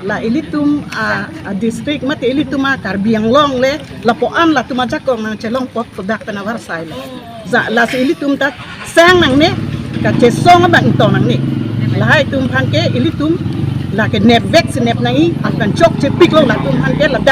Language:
Karbi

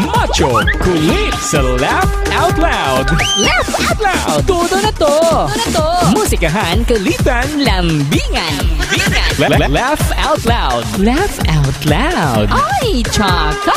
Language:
Hiligaynon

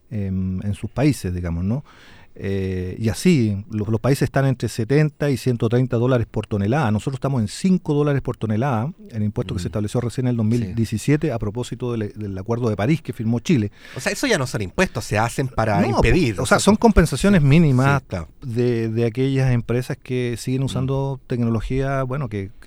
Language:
Spanish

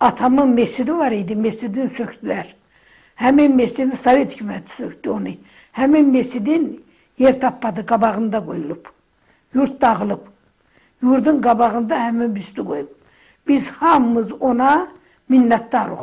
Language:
Azerbaijani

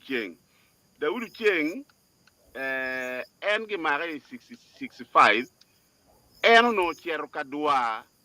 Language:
Acoli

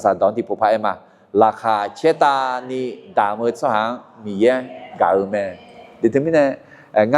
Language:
Akha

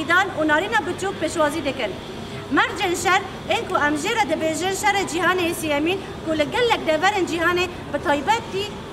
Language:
Kurdish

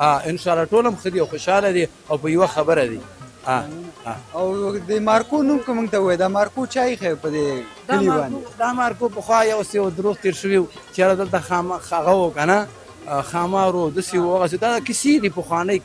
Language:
Pashto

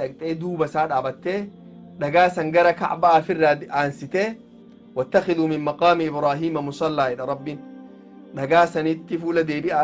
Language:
Oromo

